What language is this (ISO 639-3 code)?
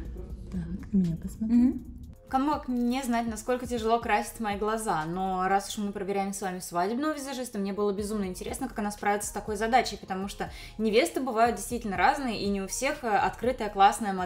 rus